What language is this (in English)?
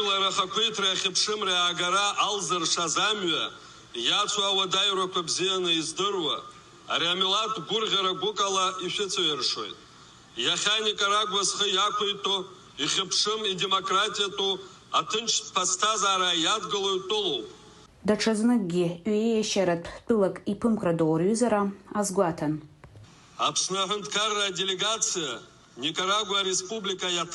Abkhazian